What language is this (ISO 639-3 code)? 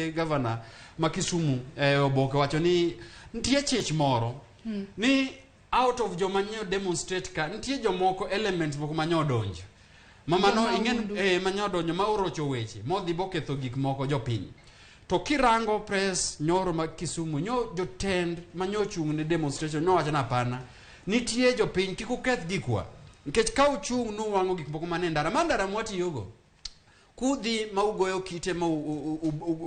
luo